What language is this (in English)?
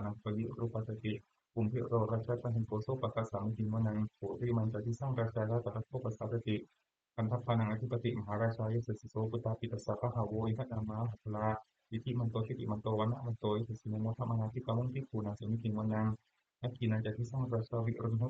Pali